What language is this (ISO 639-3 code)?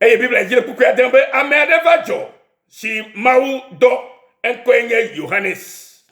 ewe